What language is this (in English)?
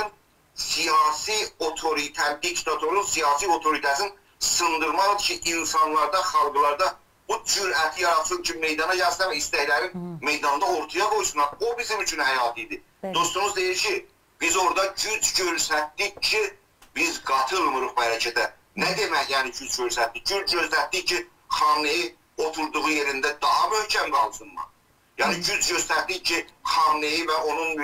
South Azerbaijani